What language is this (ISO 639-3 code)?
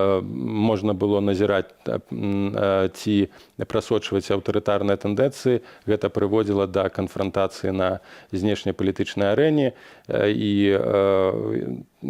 bel